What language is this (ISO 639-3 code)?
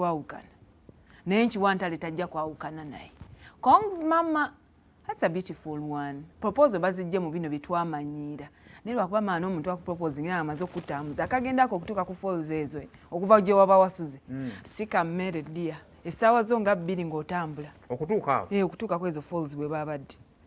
lug